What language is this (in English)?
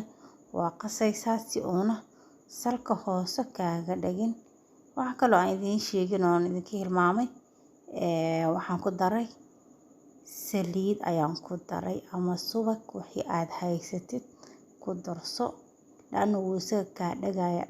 Somali